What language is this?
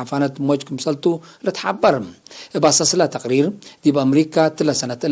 Tigre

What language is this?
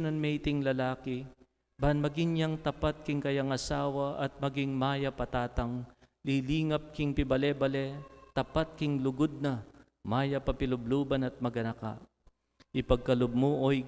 Pampanga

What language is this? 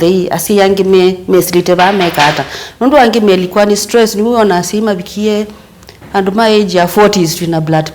Kamba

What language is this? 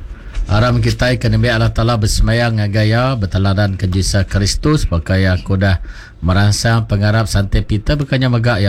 Iban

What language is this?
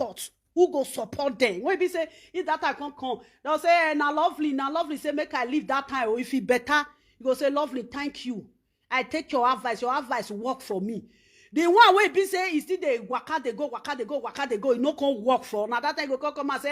Nigerian Pidgin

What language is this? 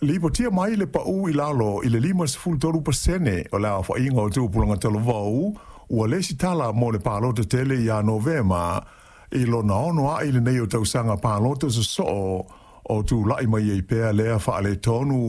Samoan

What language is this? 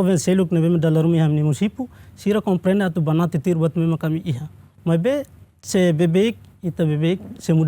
Tetum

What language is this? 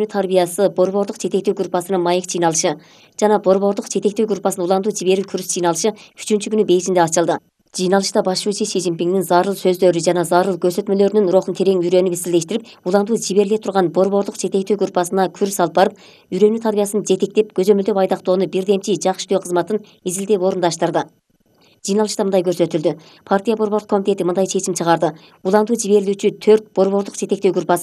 Kyrgyz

